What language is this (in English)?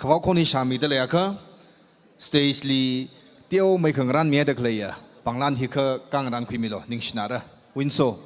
Tangkhul Naga (India)